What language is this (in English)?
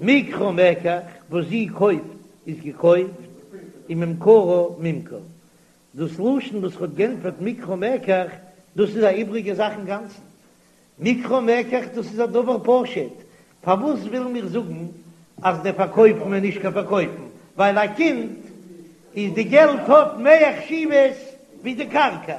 Yiddish